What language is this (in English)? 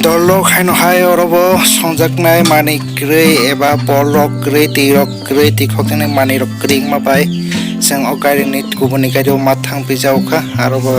Kok Borok